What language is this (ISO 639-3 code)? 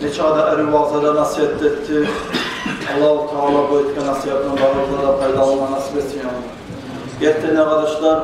kum